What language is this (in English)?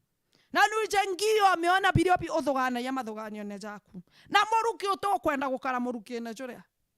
Meru